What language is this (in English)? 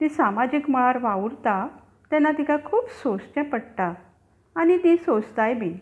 Konkani